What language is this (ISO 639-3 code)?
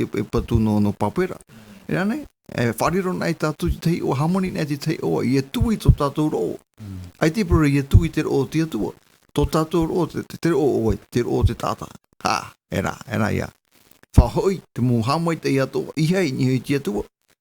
tah